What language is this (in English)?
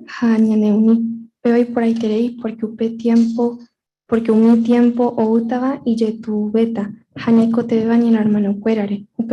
Guarani